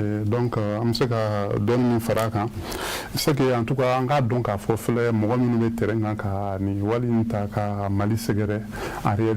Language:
Bambara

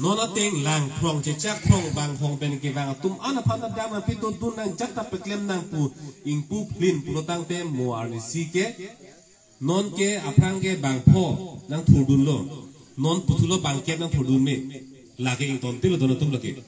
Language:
Karbi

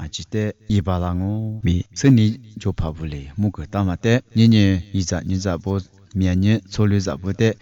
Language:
Lisu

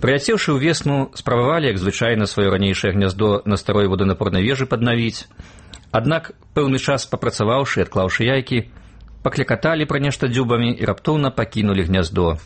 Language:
Belarusian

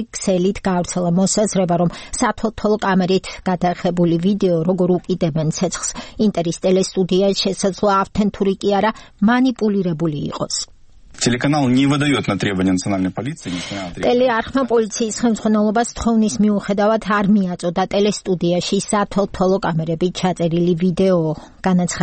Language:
Georgian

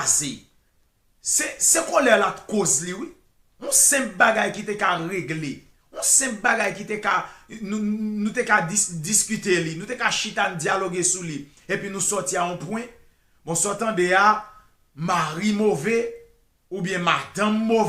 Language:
Haitian Creole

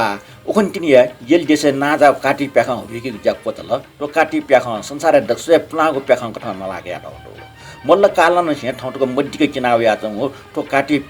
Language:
Newari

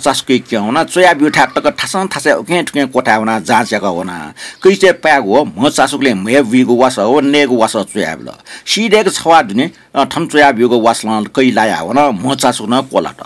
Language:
Newari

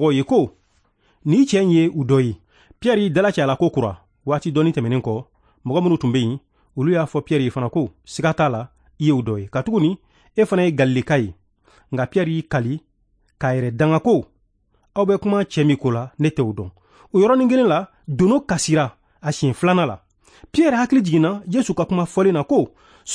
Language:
Bambara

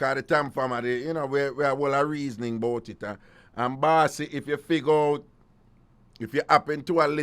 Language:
Jamaican Creole English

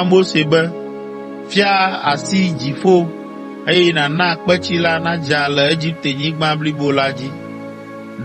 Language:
Ewe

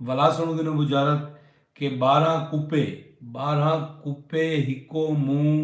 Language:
Saraiki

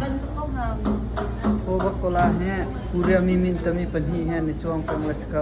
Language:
Hakha Chin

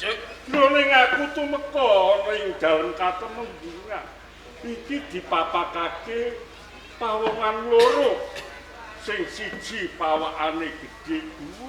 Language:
Javanese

